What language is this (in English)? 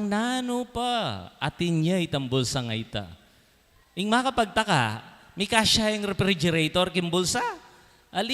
Pampanga